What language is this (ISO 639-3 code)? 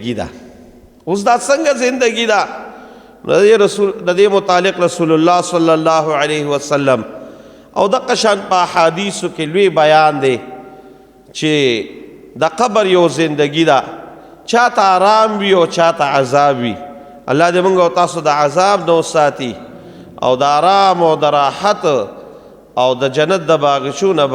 pus